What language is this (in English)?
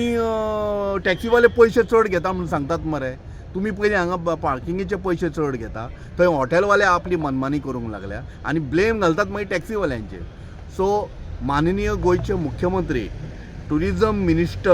Konkani